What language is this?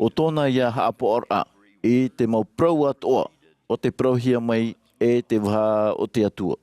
Tahitian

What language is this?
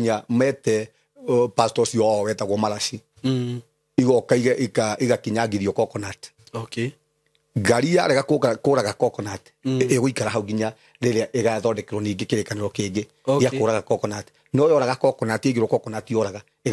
Kikuyu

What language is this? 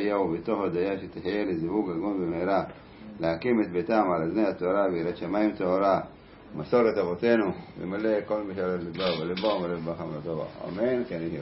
Hebrew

